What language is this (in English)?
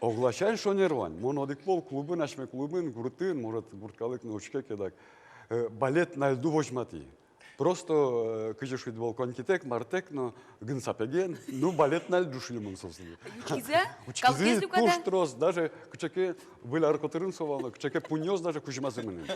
Udmurt